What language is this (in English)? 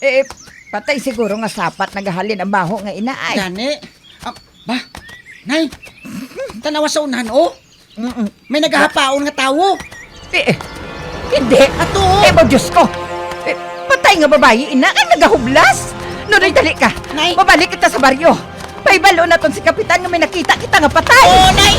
Hiligaynon